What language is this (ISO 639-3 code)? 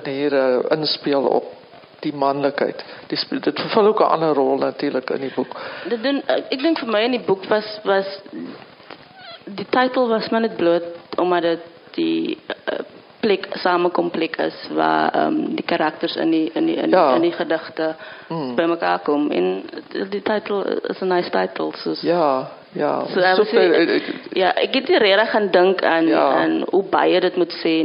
afr